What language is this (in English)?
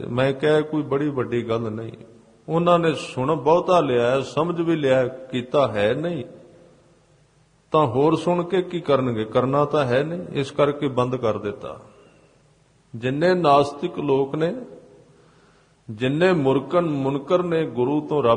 Punjabi